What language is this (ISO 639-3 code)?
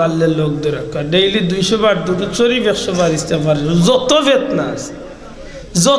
syl